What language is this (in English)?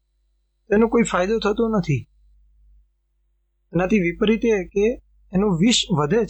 Gujarati